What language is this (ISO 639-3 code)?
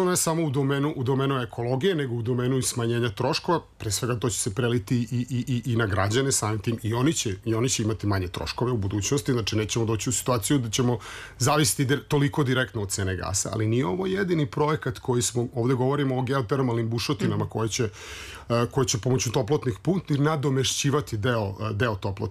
srp